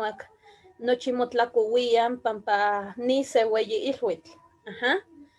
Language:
Eastern Huasteca Nahuatl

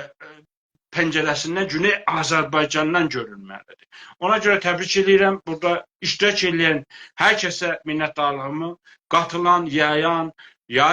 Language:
South Azerbaijani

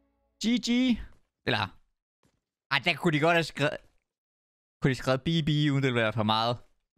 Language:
Danish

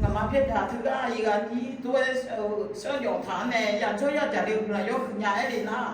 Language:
Akha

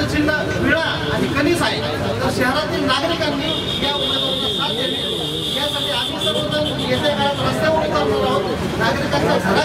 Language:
Marathi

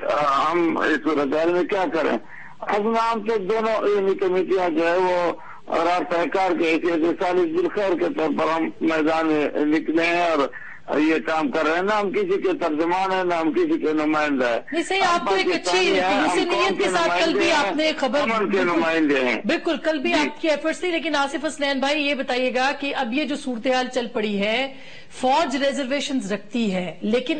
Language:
Urdu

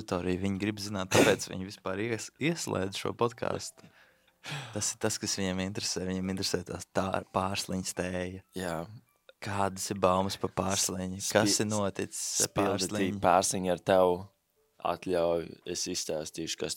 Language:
Latvian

